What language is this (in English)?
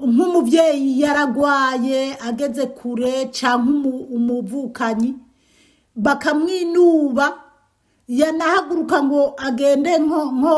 Rundi